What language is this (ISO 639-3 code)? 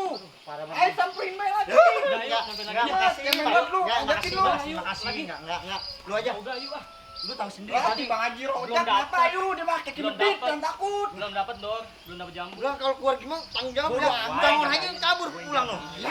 bew